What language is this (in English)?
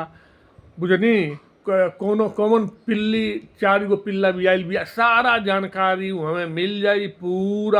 Bhojpuri